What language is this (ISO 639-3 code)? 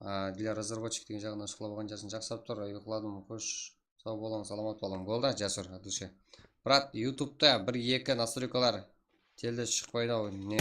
kaa